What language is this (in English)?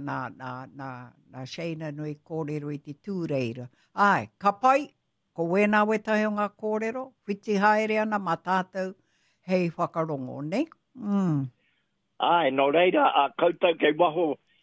Māori